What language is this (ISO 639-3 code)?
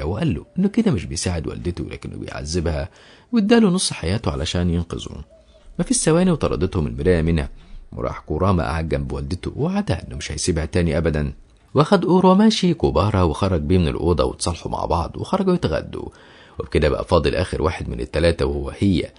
arz